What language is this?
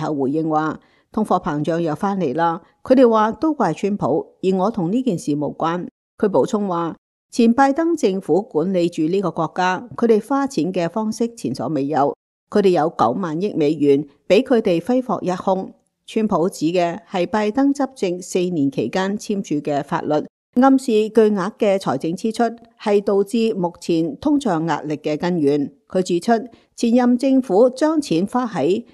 Cantonese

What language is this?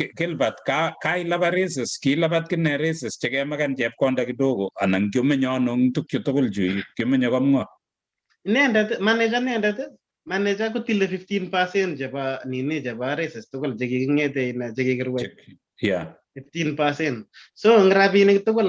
Kalenjin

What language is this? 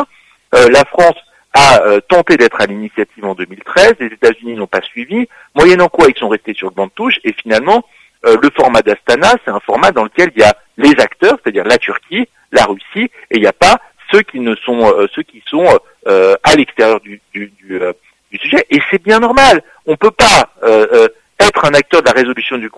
French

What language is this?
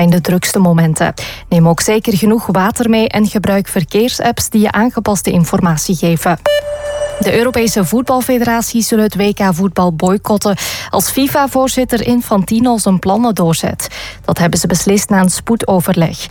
Dutch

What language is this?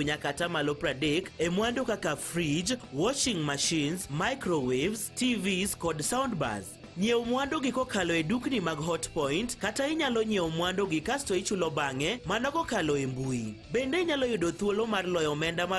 Luo (Kenya and Tanzania)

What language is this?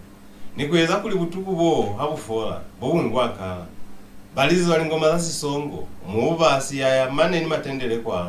Lozi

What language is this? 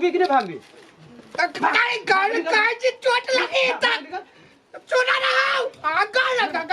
Maithili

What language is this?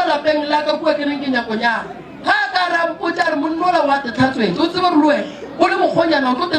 Northern Sotho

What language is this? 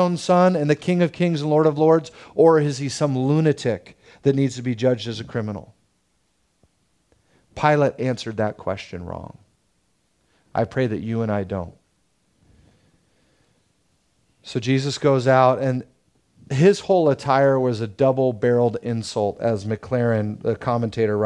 English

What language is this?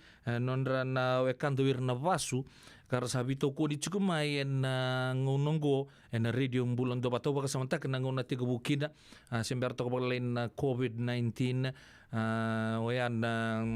Fijian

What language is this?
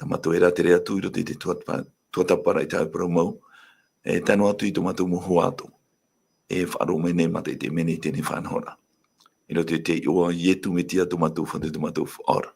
Tahitian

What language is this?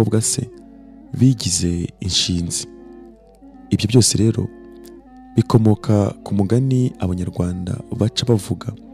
Kinyarwanda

